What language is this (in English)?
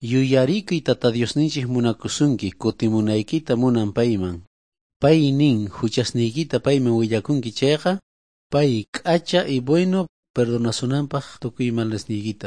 South Bolivian Quechua